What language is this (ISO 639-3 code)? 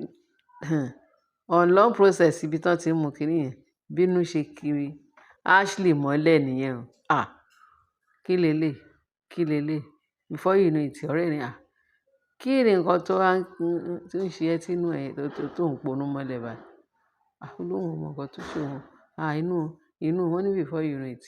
yor